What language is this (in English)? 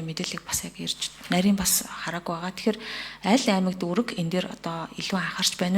Mongolian